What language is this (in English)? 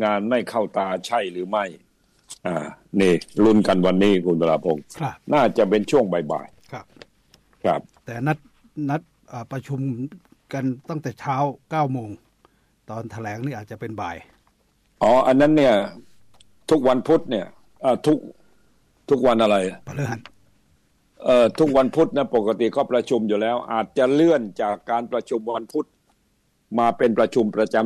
Thai